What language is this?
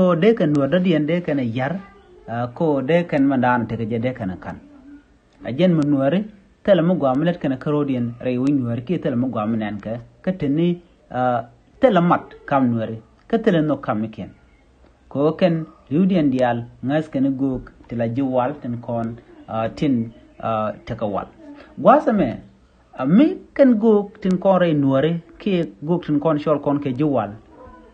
Nuer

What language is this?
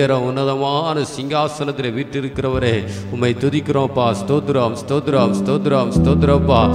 Tamil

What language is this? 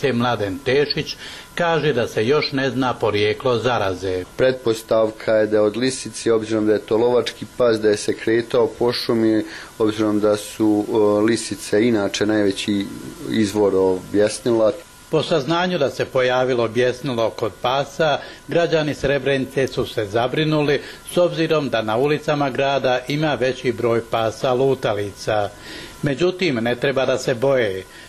Bosnian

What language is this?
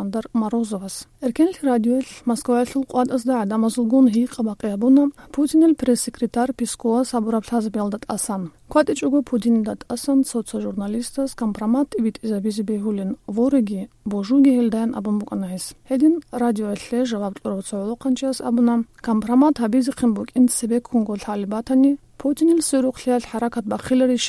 Avaric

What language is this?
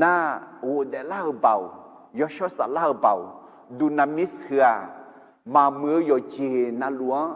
Akha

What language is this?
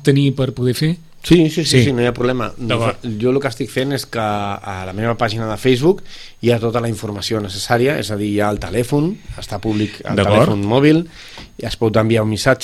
Catalan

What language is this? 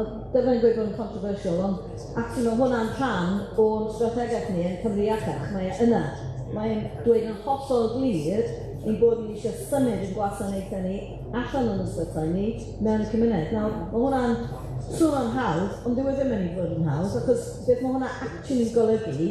Welsh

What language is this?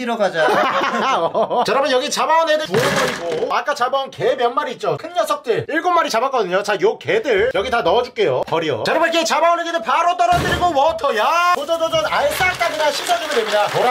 Korean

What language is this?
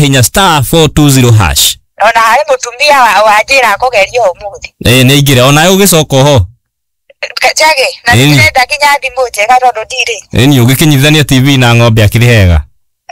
Kikuyu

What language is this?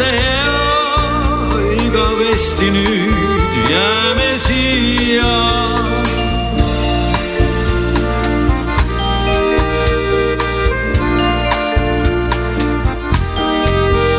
Estonian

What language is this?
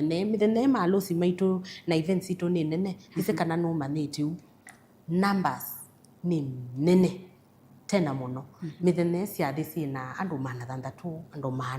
Kamba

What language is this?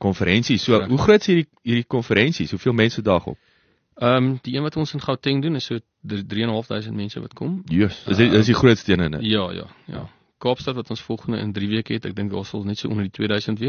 Afrikaans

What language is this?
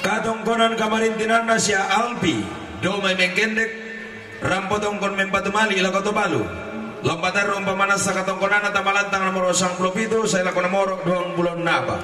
Toraja-Sa'dan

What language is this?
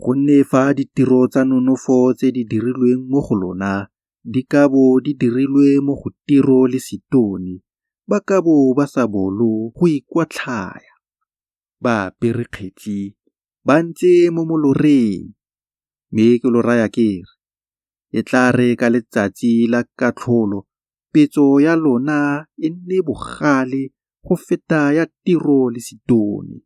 Tswana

